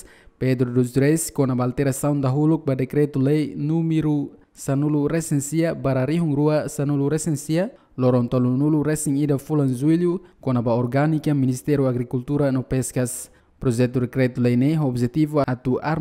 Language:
Tetum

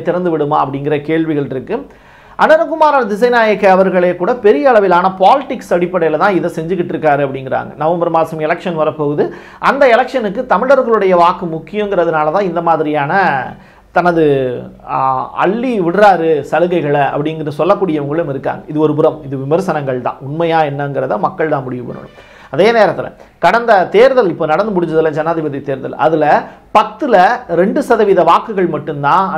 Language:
Tamil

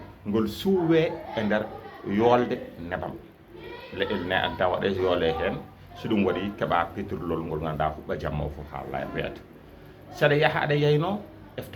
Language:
Fula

